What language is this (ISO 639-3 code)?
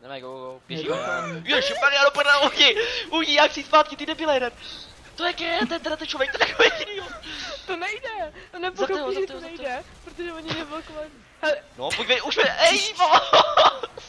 ces